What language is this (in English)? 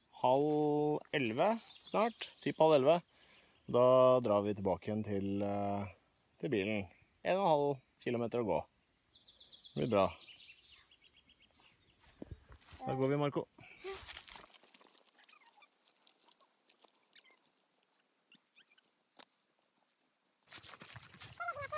Norwegian